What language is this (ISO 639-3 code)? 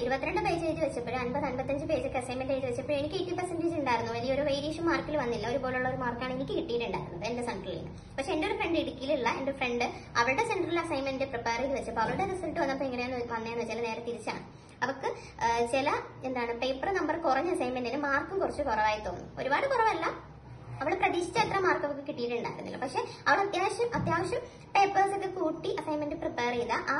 mal